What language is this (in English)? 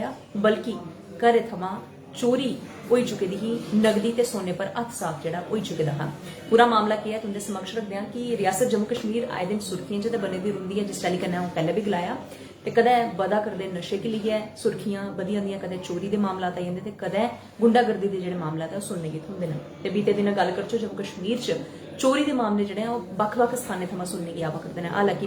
Dogri